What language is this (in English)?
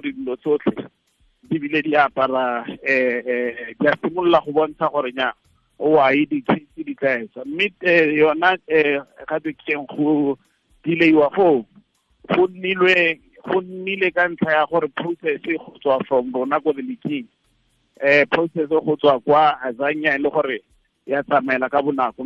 Tswana